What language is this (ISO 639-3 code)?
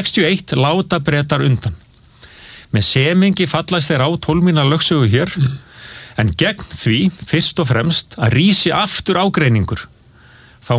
isl